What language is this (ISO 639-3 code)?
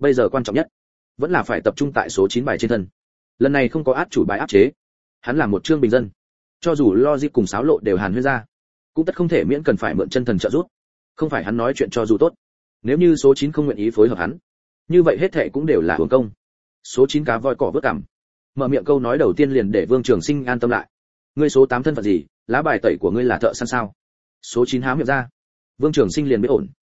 vie